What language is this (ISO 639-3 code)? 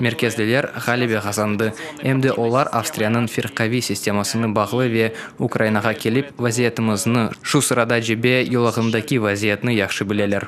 crh